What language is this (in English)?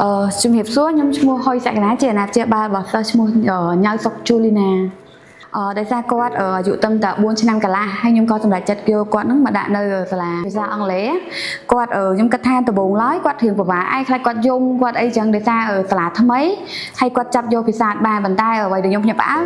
Khmer